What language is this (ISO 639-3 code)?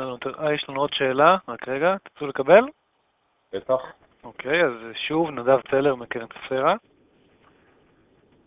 heb